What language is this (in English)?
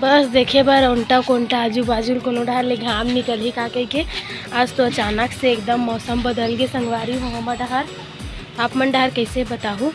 Chhattisgarhi